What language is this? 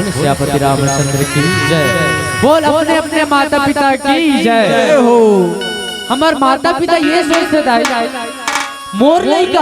Chhattisgarhi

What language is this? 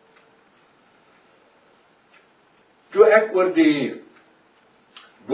Afrikaans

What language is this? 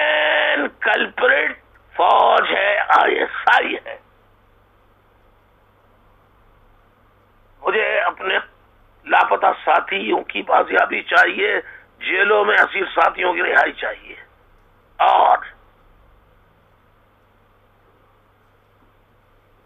Urdu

